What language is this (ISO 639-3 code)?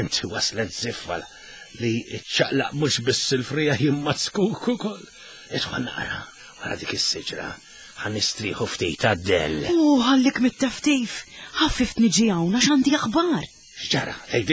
mlt